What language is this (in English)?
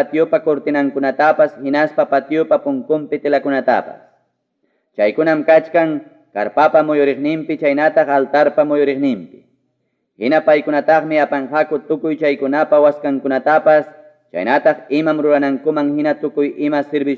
Ayacucho Quechua